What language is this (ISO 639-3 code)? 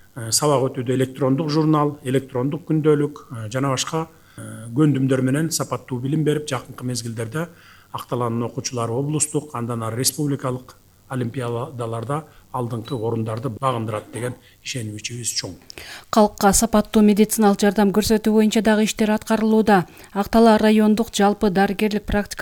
kir